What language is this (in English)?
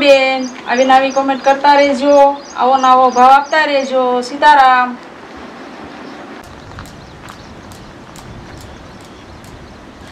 Gujarati